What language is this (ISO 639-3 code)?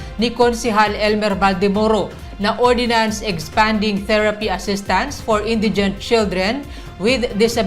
bik